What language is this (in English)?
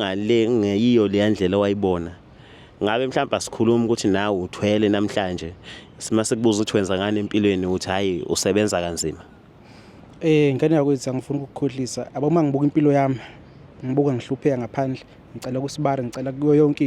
Zulu